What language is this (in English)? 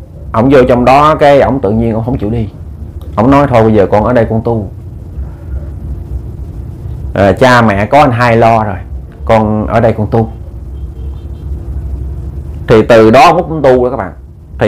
Vietnamese